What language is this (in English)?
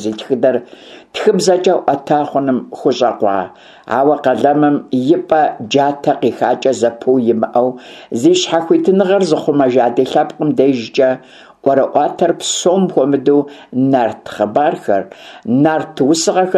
Kabardian